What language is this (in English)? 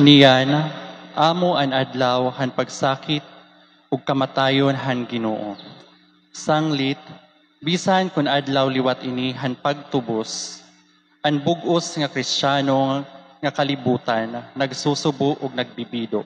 Waray